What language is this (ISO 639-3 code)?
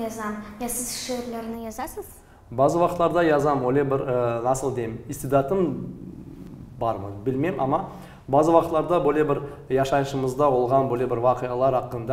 crh